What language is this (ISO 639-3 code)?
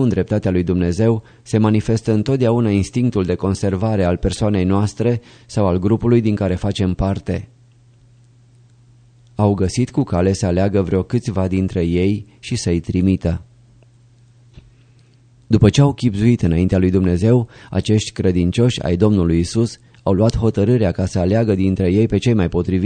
ron